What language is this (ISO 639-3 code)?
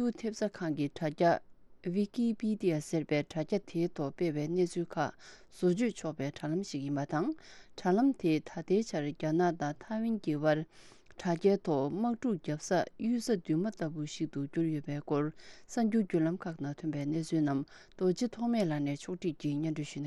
bod